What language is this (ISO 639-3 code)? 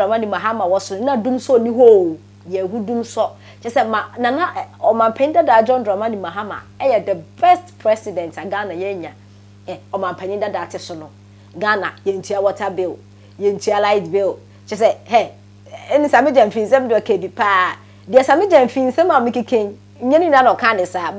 aka